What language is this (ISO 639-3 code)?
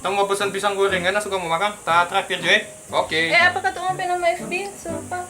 xmm